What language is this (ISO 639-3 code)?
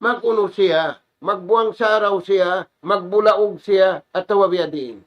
tsg